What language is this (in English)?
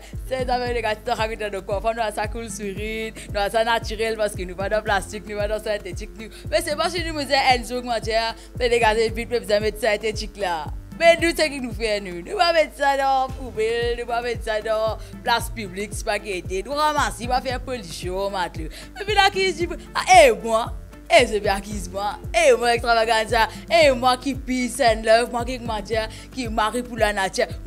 Morisyen